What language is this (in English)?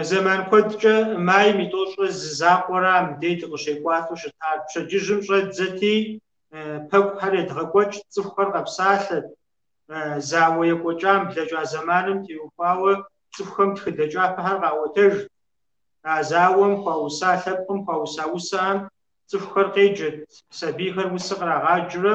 Kabardian